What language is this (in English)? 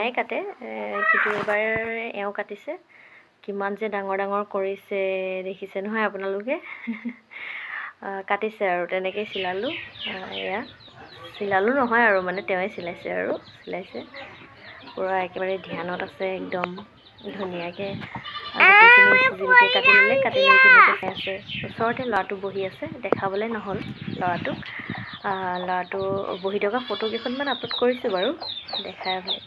Assamese